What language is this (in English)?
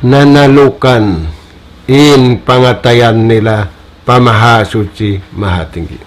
Tausug